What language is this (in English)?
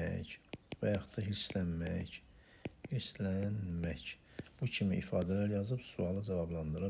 Azerbaijani